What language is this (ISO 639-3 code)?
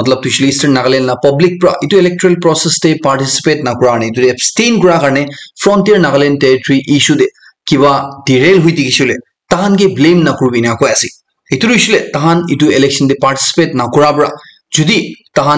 nag